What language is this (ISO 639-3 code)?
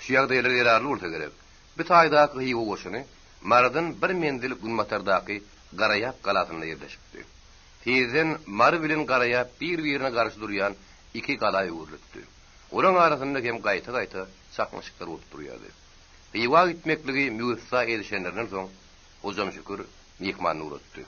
tuk